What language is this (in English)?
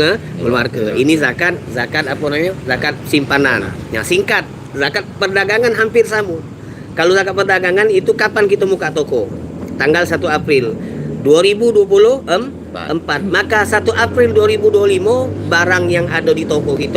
Musi